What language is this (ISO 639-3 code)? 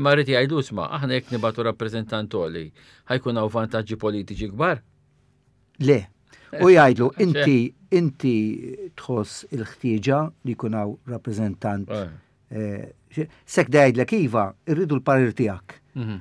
mlt